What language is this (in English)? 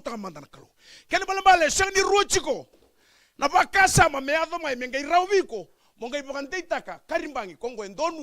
Fijian